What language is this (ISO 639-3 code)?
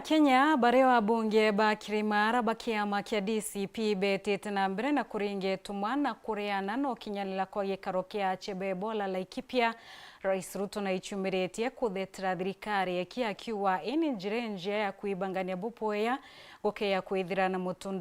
mer